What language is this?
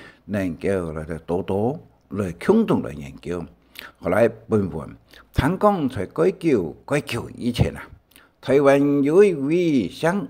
Hakka Chinese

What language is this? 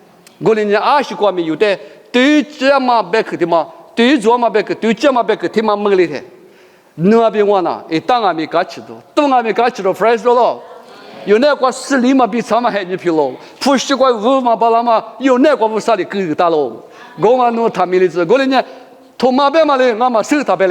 Lisu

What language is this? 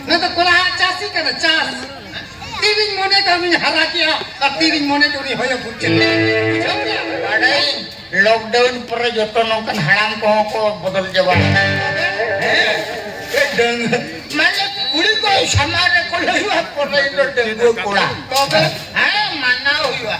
Santali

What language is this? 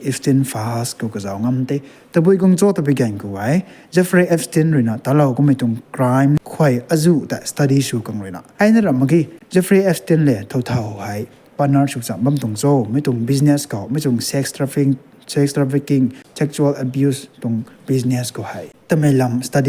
Rongmei Naga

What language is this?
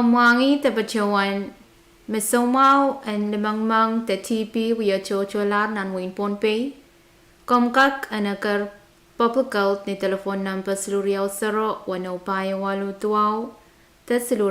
Pohnpeian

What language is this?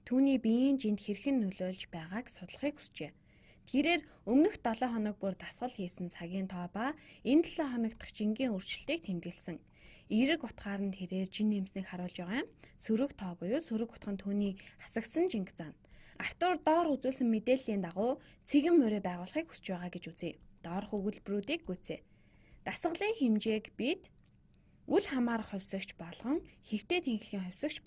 Mongolian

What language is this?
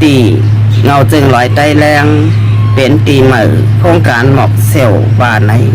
Shan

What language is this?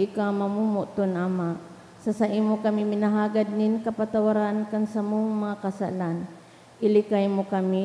Bikol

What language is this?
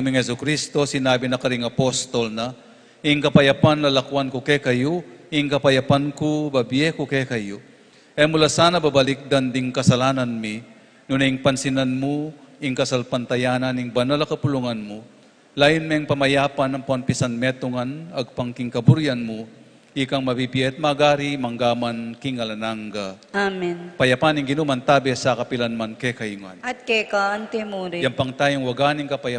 Pampanga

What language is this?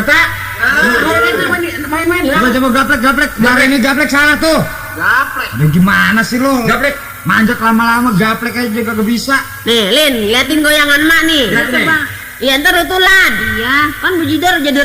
Betawi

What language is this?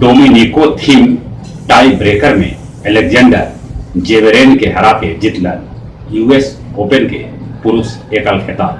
Magahi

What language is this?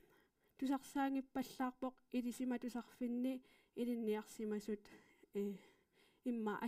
Kalaallisut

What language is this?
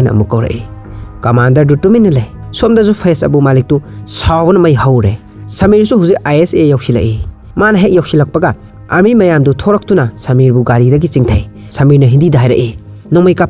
Manipuri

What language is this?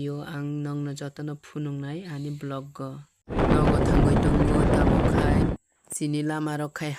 Kok Borok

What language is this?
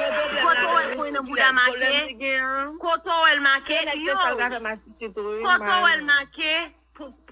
Haitian Creole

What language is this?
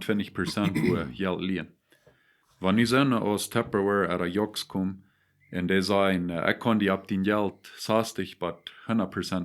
Plautdietsch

